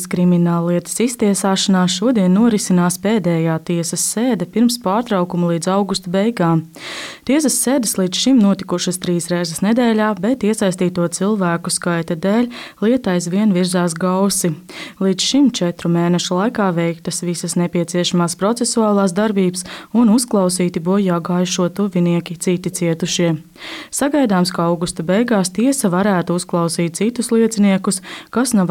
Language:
Latvian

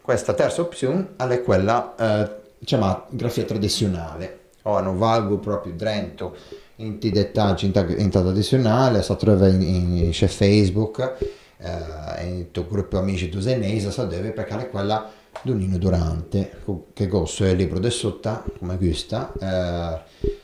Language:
Ligurian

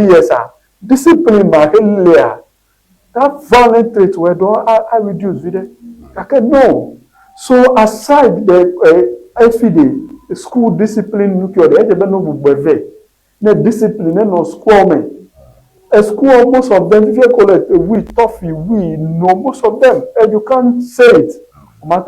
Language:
Ewe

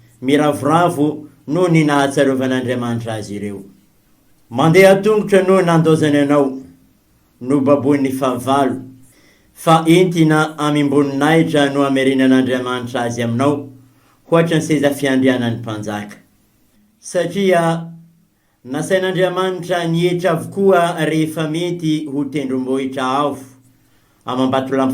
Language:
Malagasy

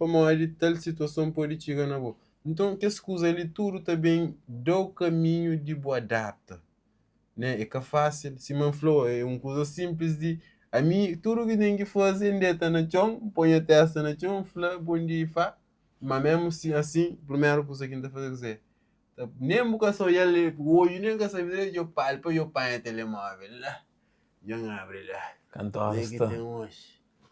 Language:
Kabuverdianu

